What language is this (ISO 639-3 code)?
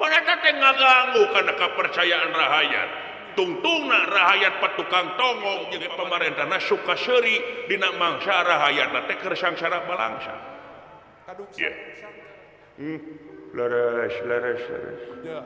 sun